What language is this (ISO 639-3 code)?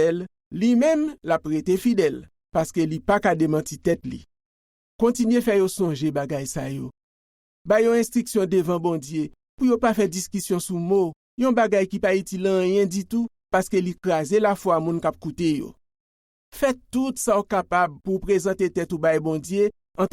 hat